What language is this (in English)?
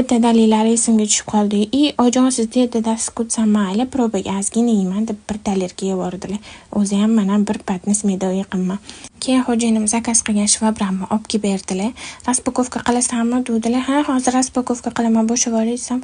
Uzbek